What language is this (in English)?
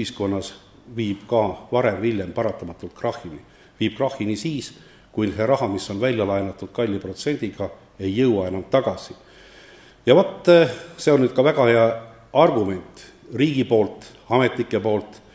Estonian